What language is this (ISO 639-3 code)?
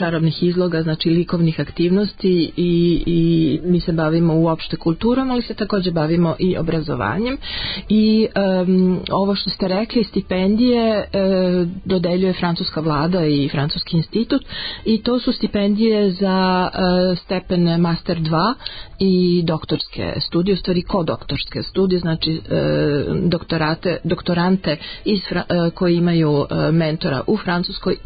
srp